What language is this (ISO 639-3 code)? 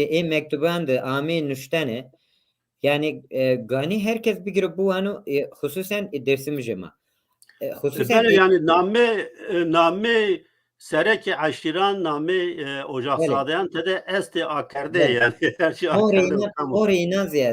zza